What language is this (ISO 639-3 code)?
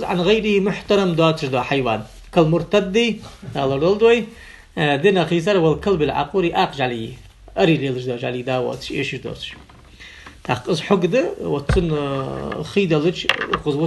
inh